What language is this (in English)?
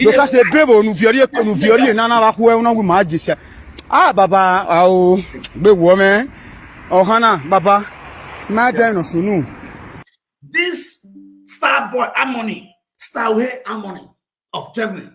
Nigerian Pidgin